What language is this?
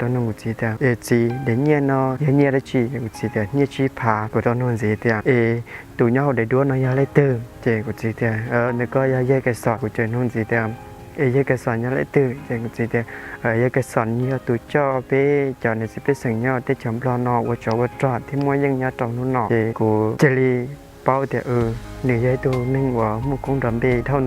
Hmong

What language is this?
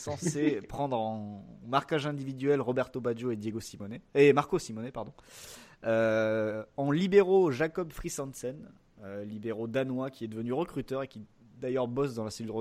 French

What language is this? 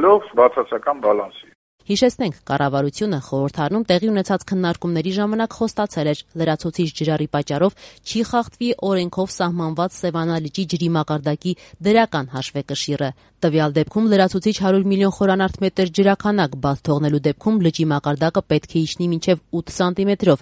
Armenian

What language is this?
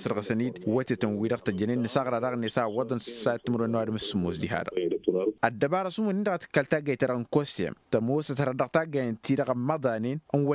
Tamasheq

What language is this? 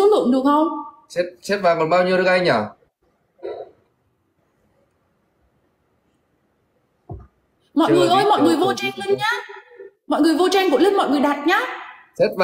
Vietnamese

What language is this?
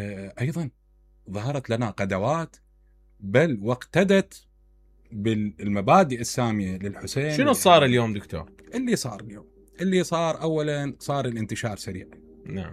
Mesopotamian Arabic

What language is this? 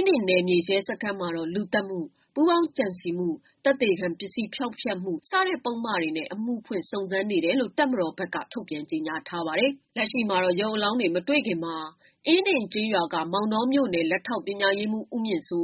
Burmese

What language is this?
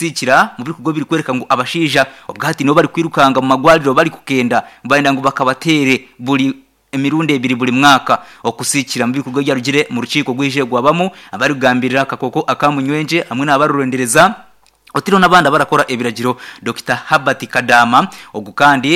Nyankole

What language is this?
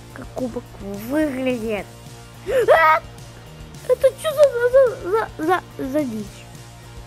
Russian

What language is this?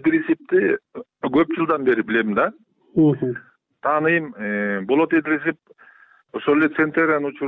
Kyrgyz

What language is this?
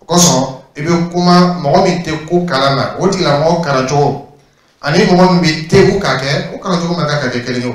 Dyula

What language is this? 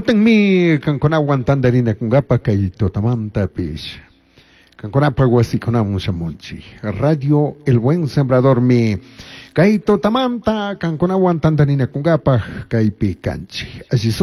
Chimborazo Highland Quichua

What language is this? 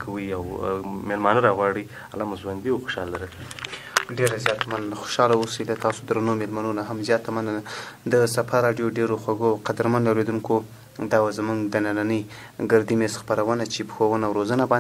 Pashto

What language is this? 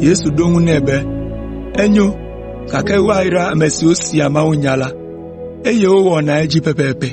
Ewe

